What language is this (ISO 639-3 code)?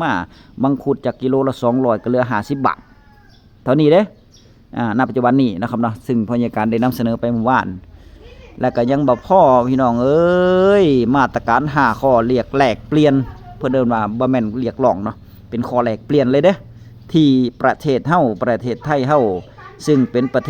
tts